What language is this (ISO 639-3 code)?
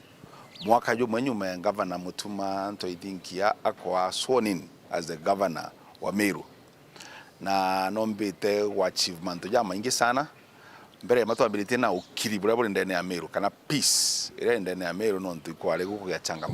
mer